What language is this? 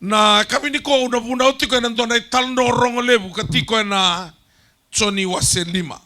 Fijian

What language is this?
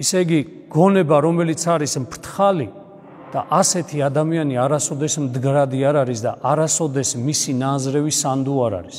Georgian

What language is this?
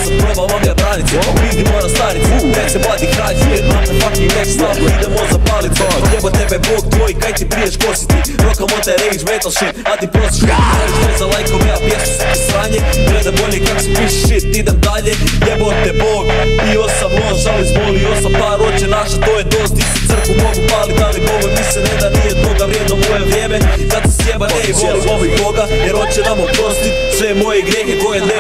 Croatian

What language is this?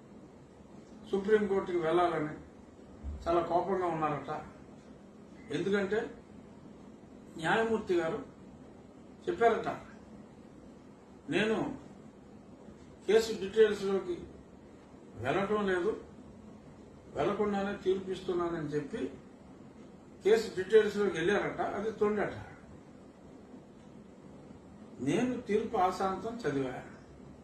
Telugu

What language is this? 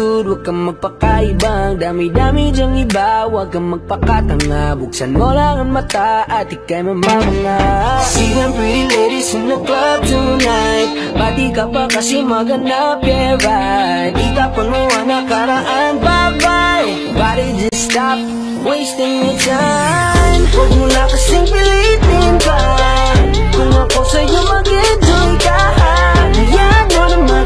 Filipino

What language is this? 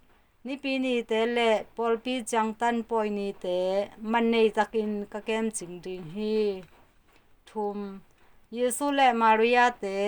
Tedim Chin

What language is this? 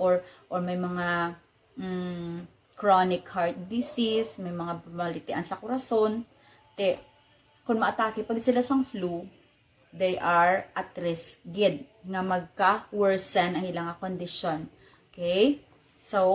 Hiligaynon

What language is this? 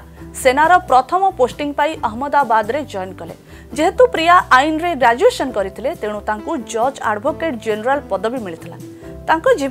Odia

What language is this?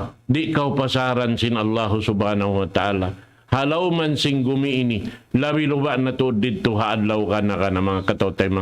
Tausug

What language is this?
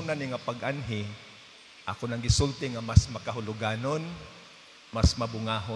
Cebuano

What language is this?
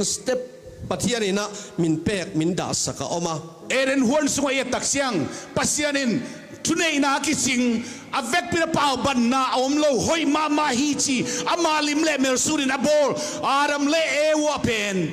Tedim Chin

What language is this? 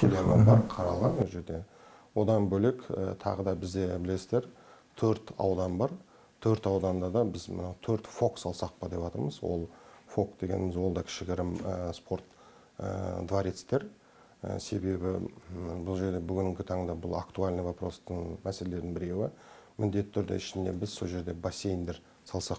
Kazakh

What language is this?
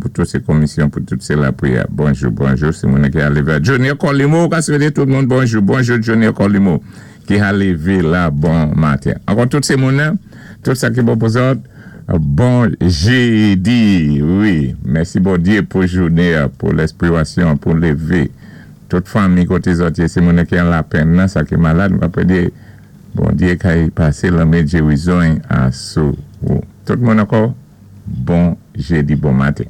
Saint Lucian Creole French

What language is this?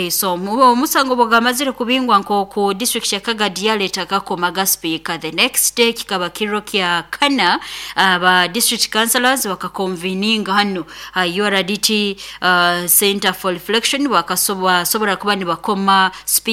Nyoro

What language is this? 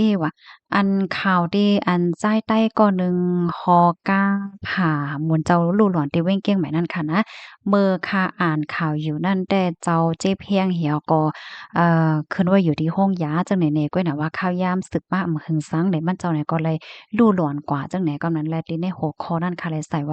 Shan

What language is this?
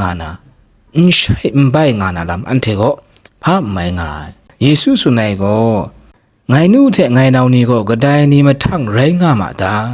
Kachin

